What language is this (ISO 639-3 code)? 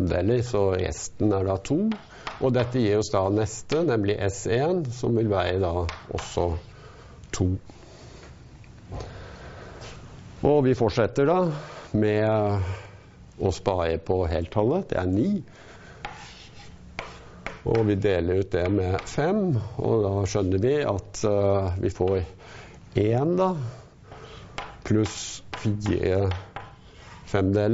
nor